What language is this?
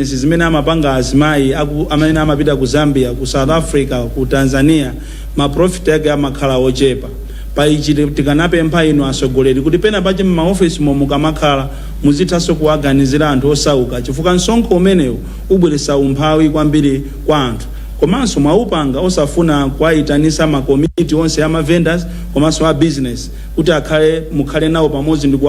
Nyanja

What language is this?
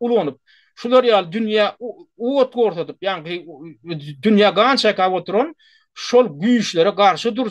Turkmen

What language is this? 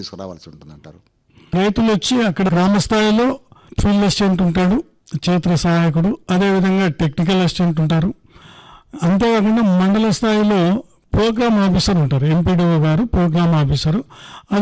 Telugu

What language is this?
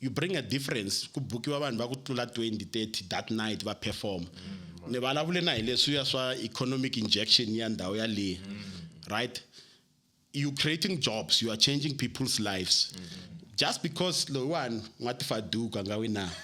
Tsonga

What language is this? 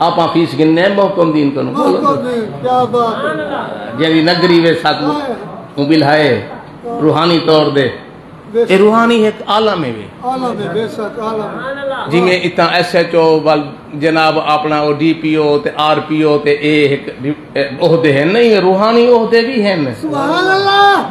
Saraiki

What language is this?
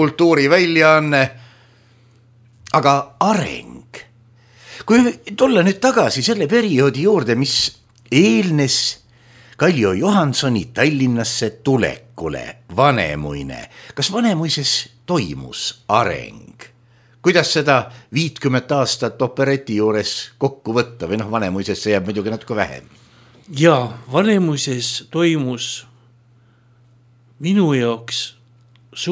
Estonian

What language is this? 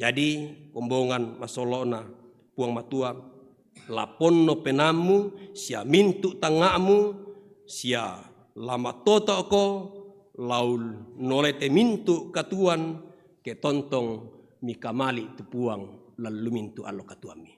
Toraja-Sa'dan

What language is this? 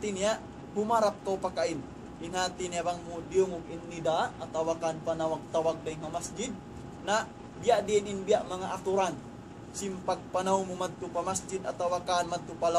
Tausug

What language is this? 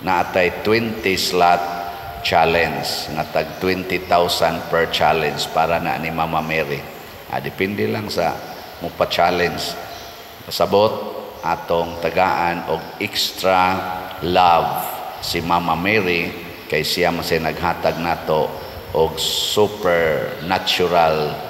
Cebuano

